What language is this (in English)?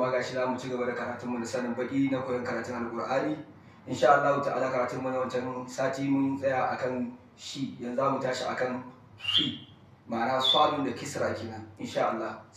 Hausa